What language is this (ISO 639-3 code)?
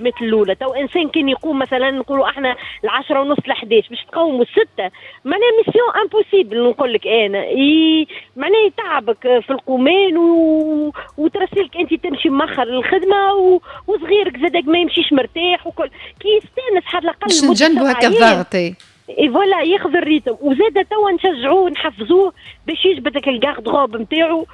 aeb